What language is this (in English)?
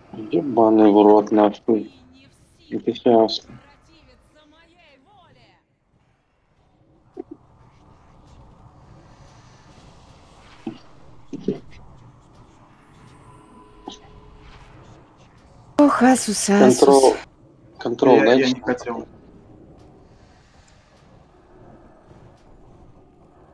Russian